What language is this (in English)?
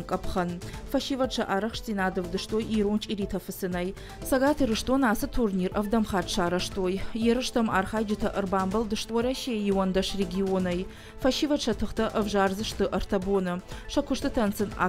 Ossetic